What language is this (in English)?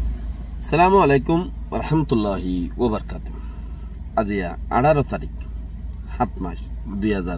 Rohingya